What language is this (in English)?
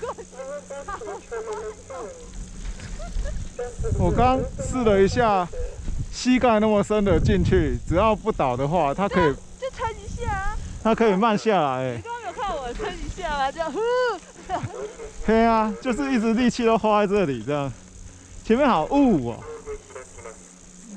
Chinese